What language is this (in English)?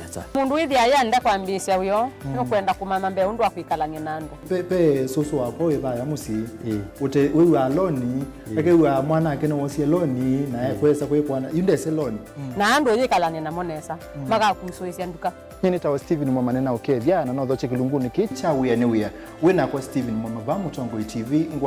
Kamba